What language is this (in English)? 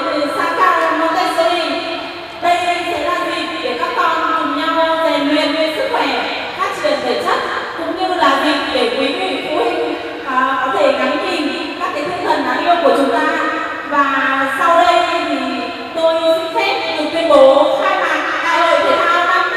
Vietnamese